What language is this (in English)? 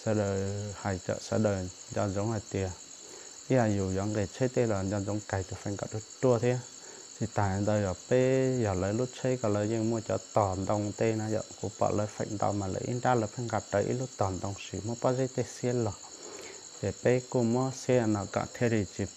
Hmong